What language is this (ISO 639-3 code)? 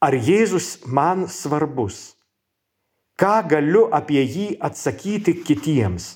lit